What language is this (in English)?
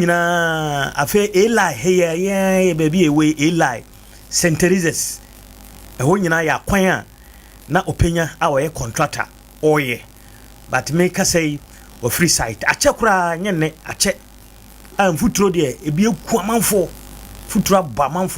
Akan